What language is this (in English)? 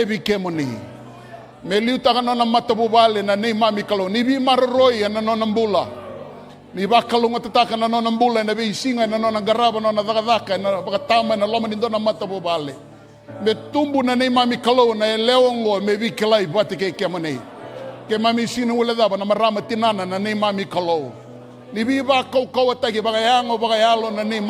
Fijian